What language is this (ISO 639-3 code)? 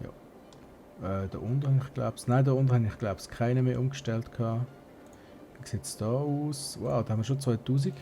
gsw